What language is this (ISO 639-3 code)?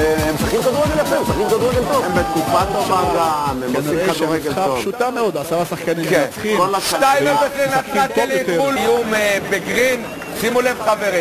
heb